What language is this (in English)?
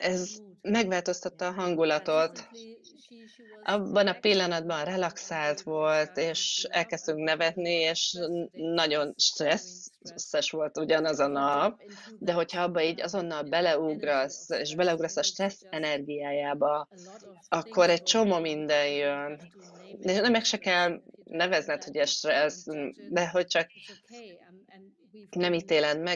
Hungarian